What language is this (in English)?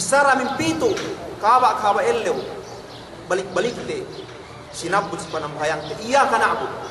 Yakan